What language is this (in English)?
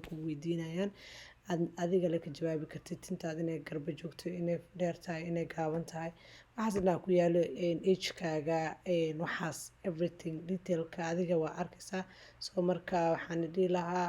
Somali